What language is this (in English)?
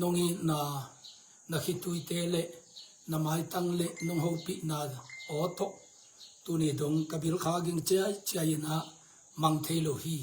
Tedim Chin